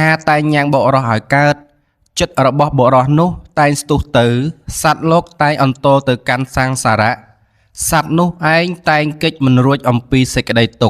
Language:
Khmer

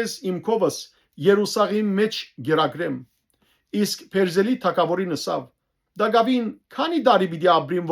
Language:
Western Armenian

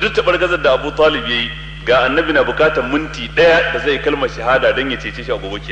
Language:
Hausa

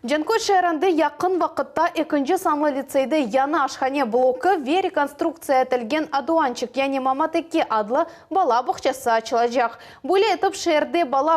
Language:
Crimean Tatar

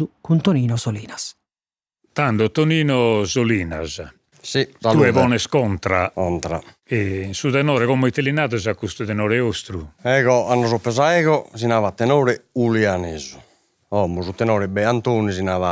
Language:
Sardinian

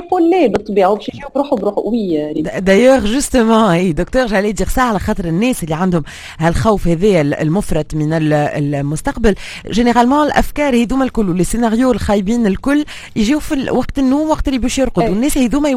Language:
Tunisian Arabic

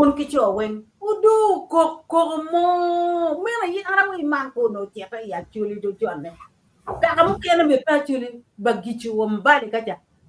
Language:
Acoli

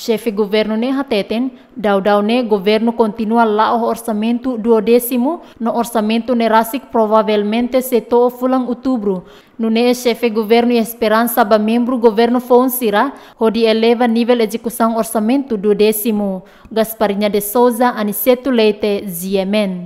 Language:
Tetum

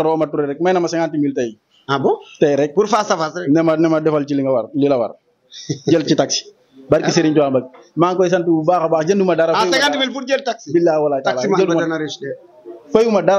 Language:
Wolof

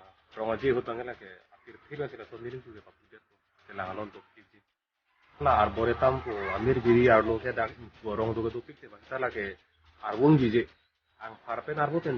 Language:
Karbi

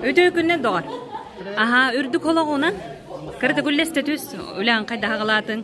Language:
Yakut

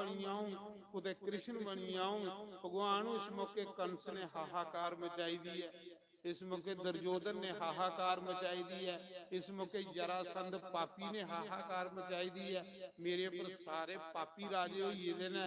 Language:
Dogri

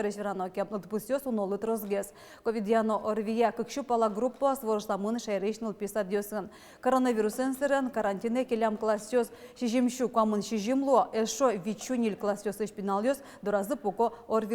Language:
Udmurt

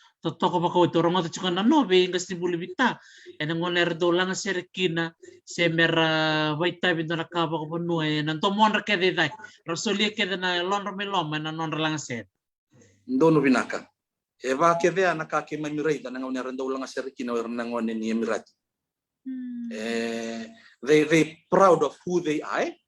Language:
Fijian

